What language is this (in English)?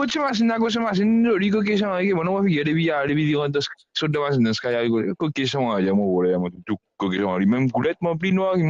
Morisyen